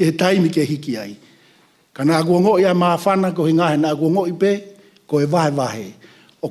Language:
Tongan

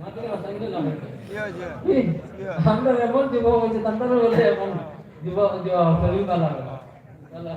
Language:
Sylheti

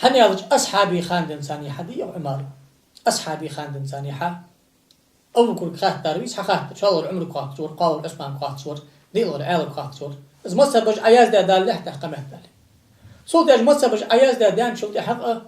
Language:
Ingush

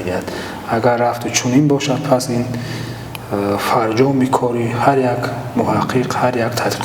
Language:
Tajik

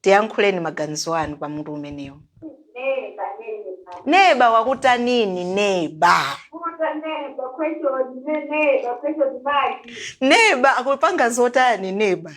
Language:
Nyanja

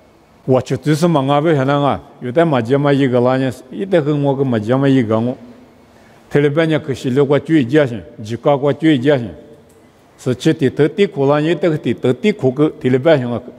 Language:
Lisu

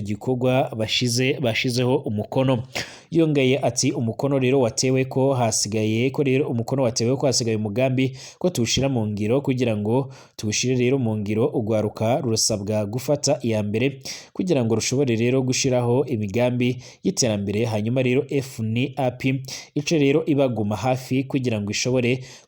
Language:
Rundi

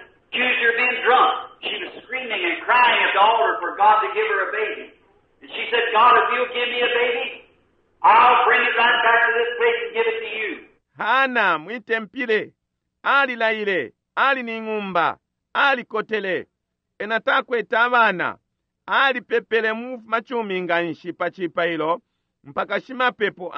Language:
Bemba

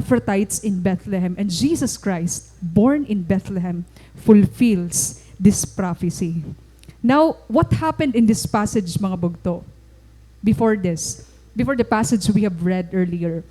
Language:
Waray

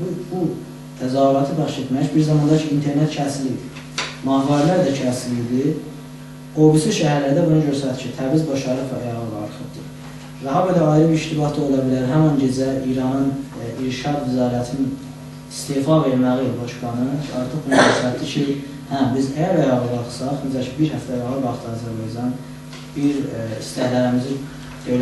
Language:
South Azerbaijani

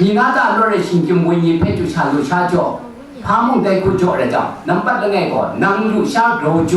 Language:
Kachin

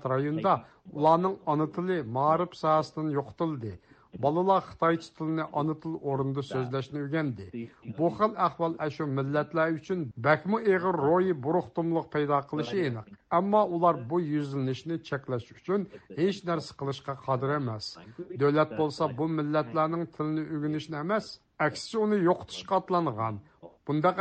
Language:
Uyghur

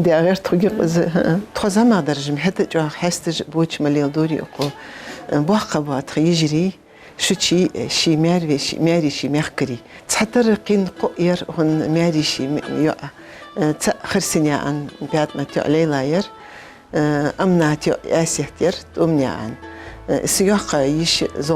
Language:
Ingush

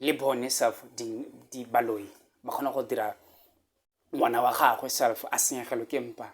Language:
Tswana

